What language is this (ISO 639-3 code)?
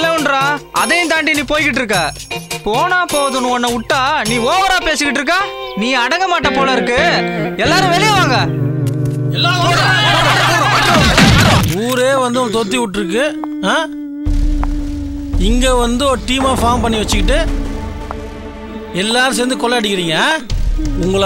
tam